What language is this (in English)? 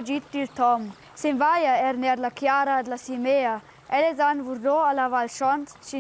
Romansh